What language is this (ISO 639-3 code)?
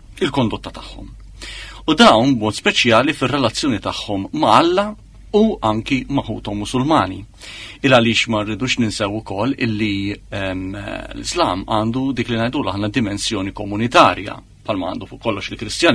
mlt